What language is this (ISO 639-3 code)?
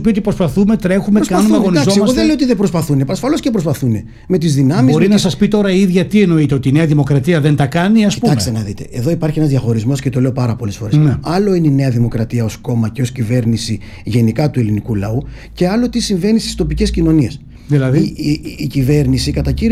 ell